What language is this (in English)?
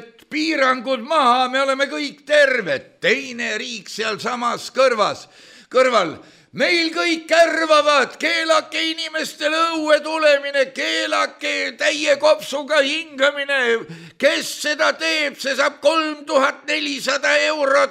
Estonian